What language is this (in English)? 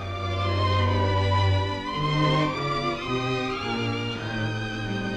Hungarian